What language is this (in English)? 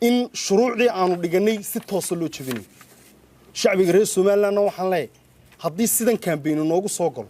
Somali